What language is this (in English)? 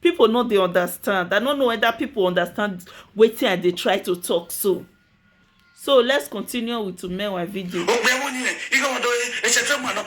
Nigerian Pidgin